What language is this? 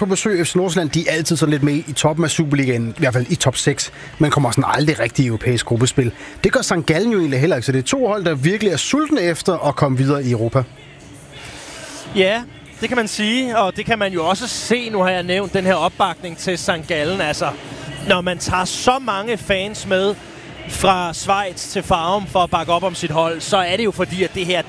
Danish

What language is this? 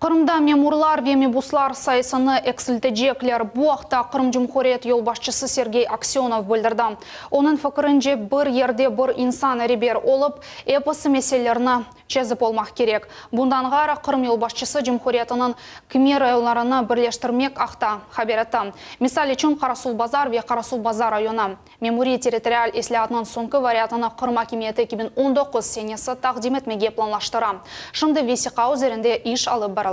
Crimean Tatar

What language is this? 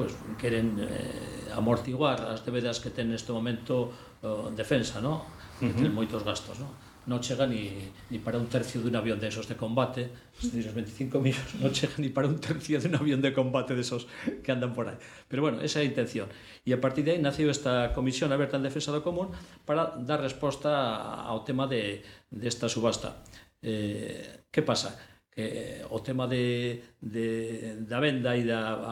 Galician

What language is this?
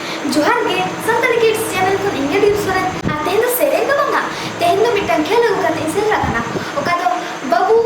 Santali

